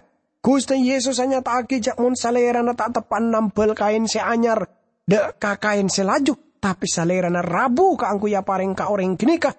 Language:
Madurese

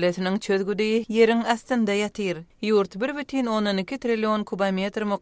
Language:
Turkmen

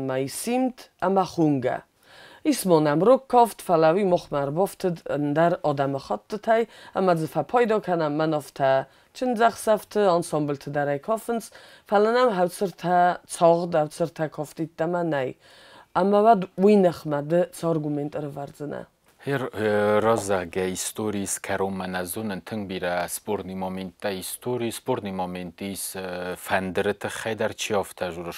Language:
Ossetic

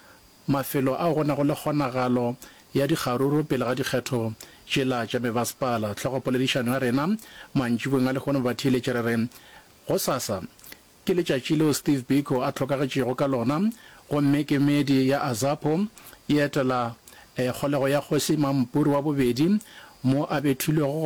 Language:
Northern Sotho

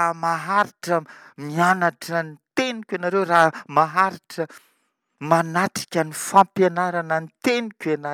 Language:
Malagasy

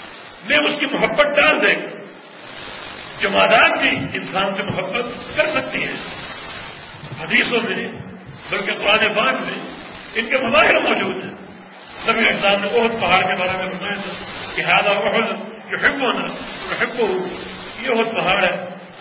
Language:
Urdu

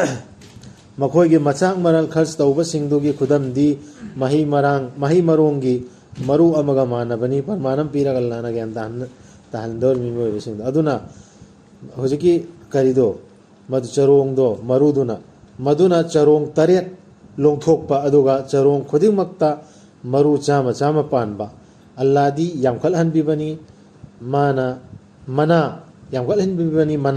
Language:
Manipuri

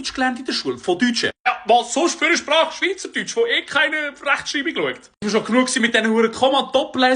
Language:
Swiss German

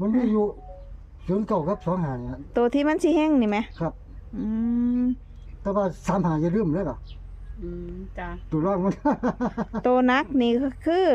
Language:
Northeastern Thai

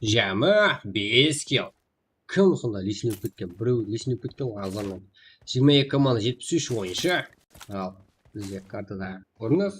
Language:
Kara-Kalpak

